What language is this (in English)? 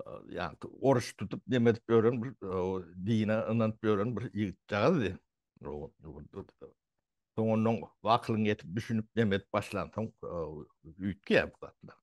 Turkmen